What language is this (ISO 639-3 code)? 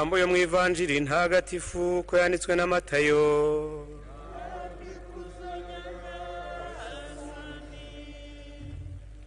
kin